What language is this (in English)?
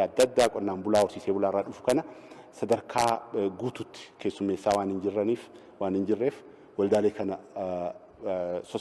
Oromo